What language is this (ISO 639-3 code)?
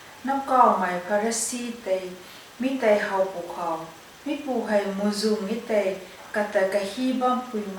nbu